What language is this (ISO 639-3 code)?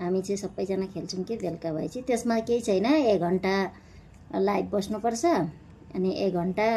nep